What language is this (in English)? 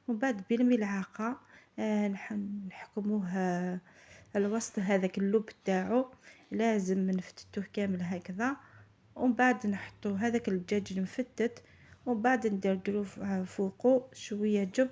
Algerian Arabic